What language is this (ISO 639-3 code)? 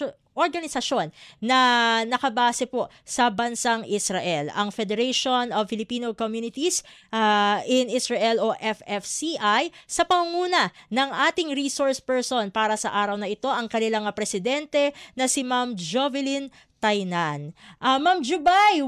fil